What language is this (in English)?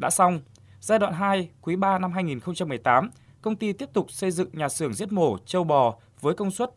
Vietnamese